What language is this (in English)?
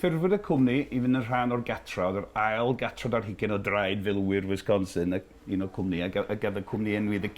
Welsh